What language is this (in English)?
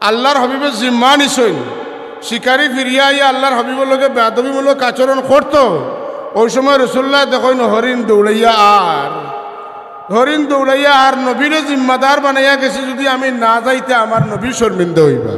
Sylheti